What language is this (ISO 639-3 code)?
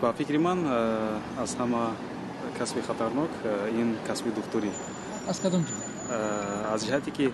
tgk